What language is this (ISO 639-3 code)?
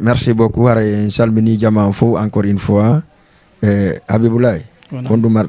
ful